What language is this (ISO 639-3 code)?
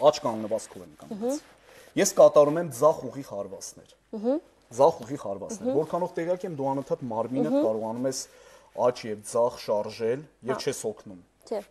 hye